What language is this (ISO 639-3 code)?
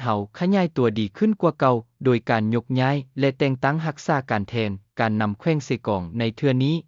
lao